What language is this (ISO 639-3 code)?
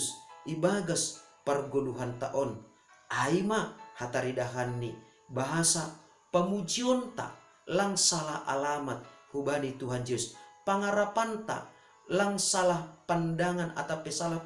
bts